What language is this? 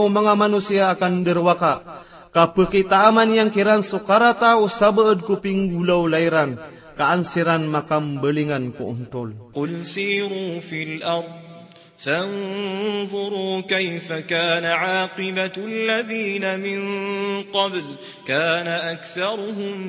Maranao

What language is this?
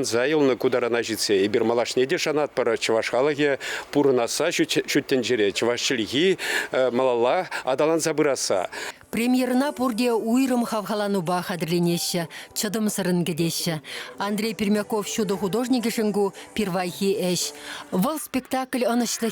Chuvash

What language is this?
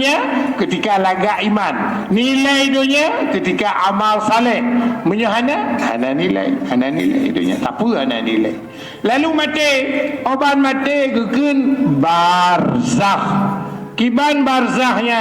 Achinese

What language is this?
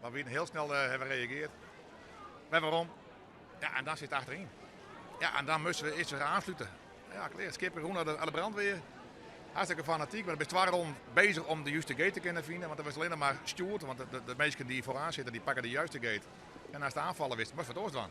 Western Frisian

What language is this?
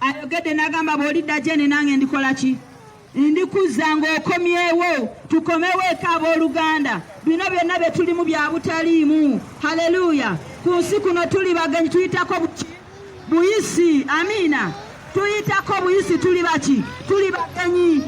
Ganda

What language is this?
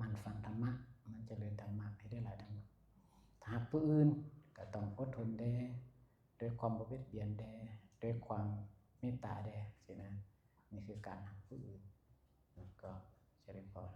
Lao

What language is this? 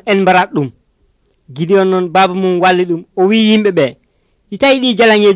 Nigerian Fulfulde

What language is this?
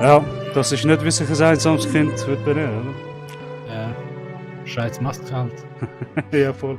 Swiss German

